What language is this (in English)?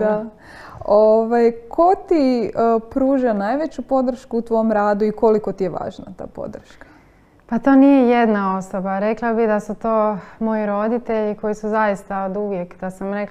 Croatian